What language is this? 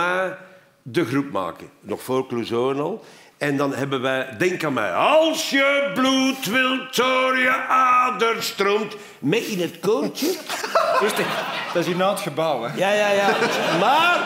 Dutch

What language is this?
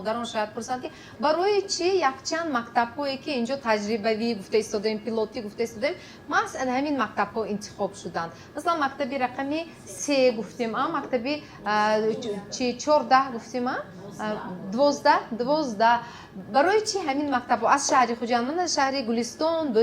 Tajik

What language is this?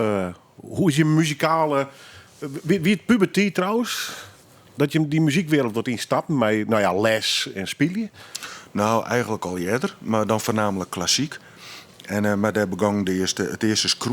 Western Frisian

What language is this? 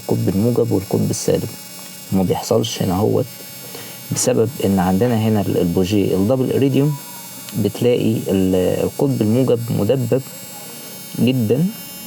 Egyptian Arabic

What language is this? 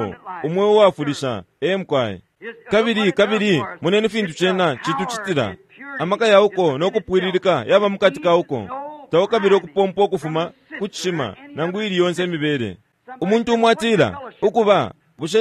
Bemba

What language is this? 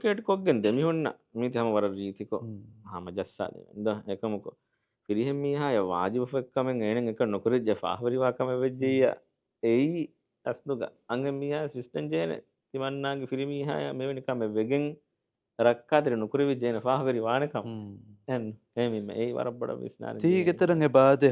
Divehi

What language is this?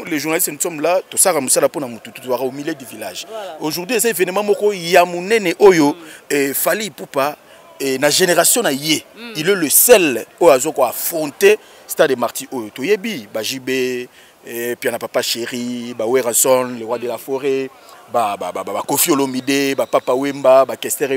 Lingala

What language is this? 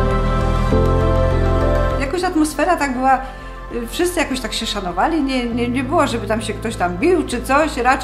Polish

